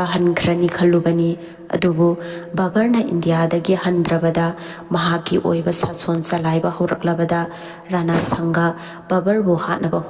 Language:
Manipuri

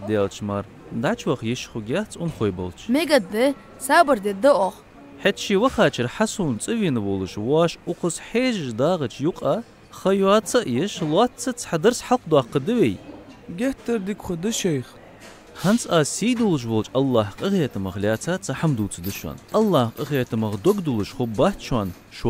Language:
Ingush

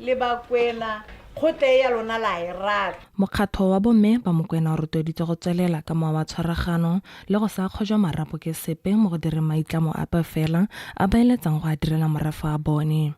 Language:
Tswana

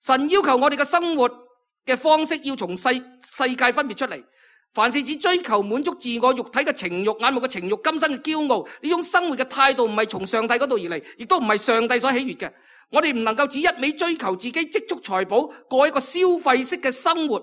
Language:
Cantonese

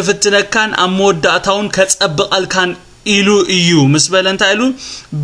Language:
Tigrinya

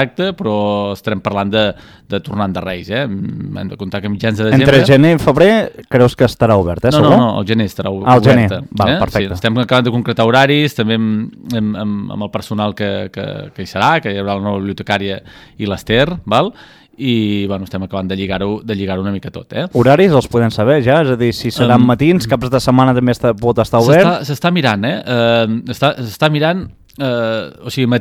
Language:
Catalan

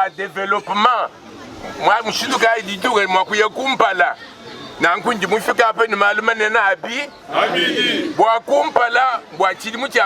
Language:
Luba-Lulua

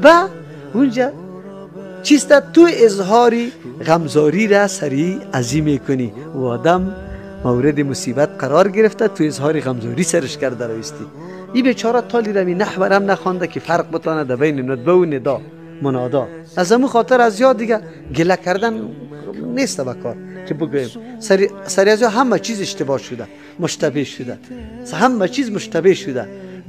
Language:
Persian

